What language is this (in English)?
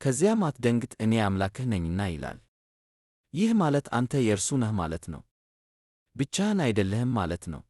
Amharic